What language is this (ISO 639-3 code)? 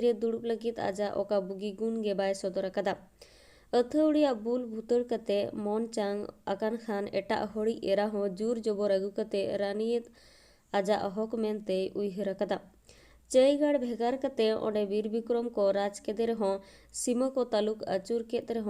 sat